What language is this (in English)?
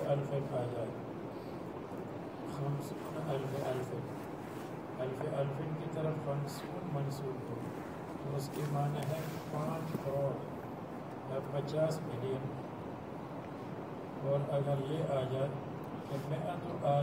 Urdu